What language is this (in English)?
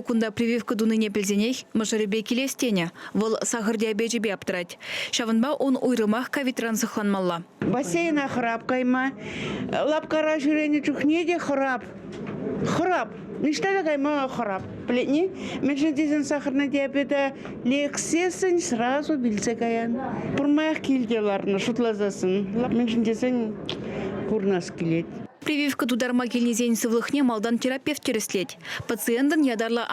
Chuvash